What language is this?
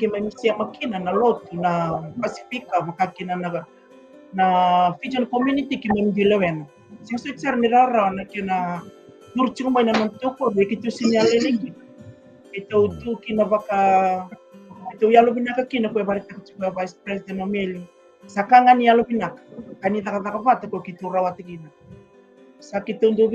Fijian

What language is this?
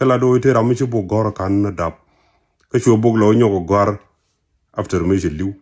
Nuer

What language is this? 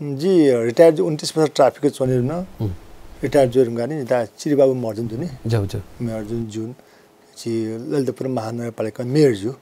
Newari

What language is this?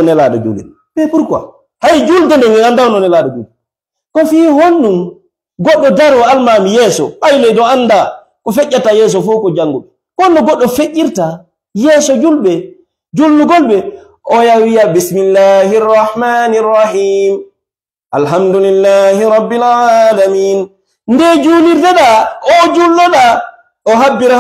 Fula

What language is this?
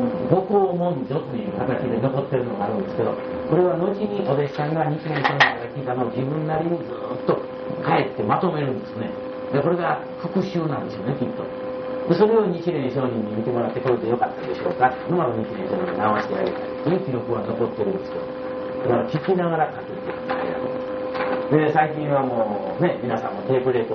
Japanese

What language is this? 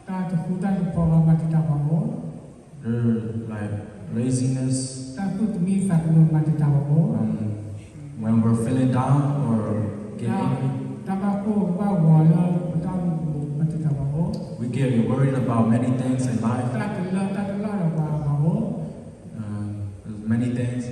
S'gaw Karen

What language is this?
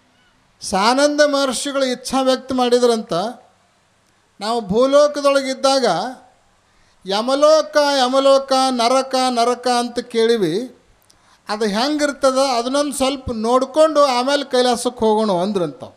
Kannada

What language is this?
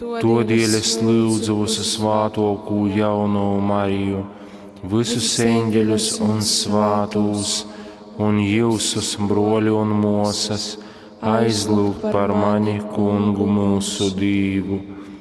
Latgalian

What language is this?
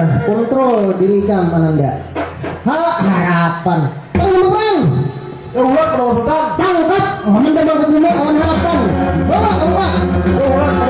Banjar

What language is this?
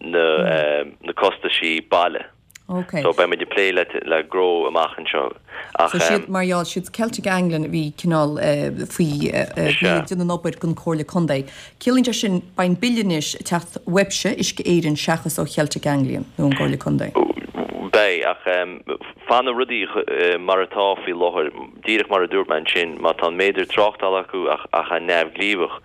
Irish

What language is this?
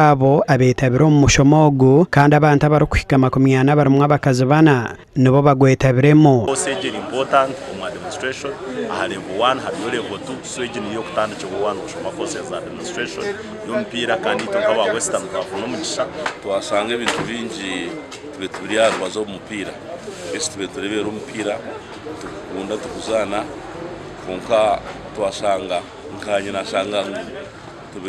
Nyankole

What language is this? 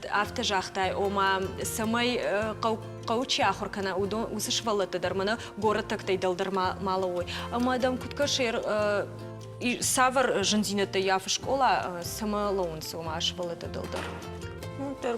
Ossetic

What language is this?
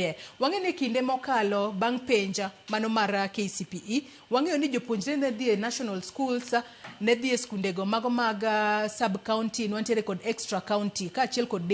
Luo (Kenya and Tanzania)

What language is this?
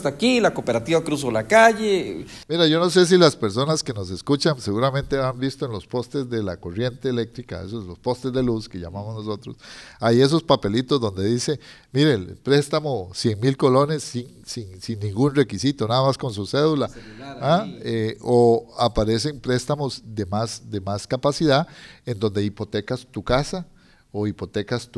Spanish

